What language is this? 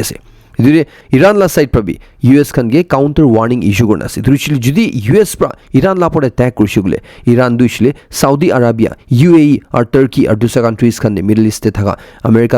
Naga Pidgin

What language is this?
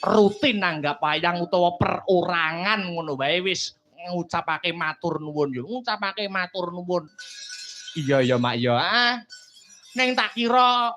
Javanese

